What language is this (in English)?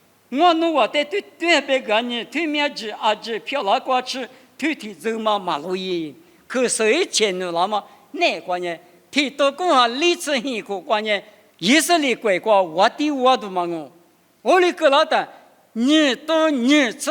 Lisu